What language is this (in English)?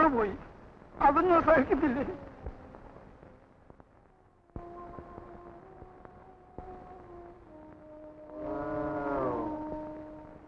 Malayalam